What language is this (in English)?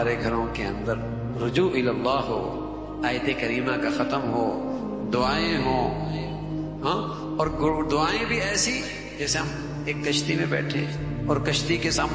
Urdu